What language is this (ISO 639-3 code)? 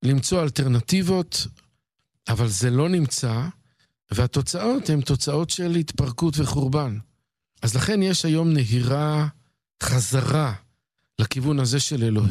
heb